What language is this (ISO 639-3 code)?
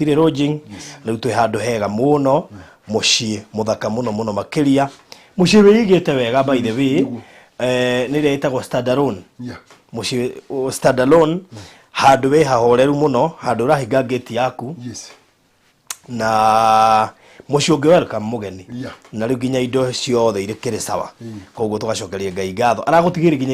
kik